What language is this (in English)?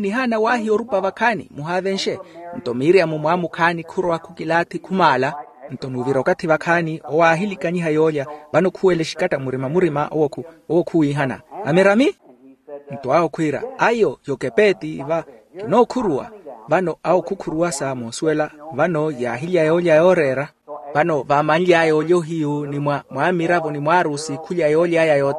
Makhuwa